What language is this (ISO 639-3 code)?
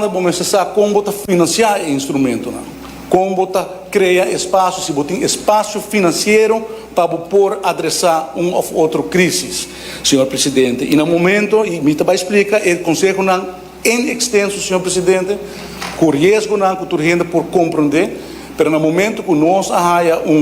pap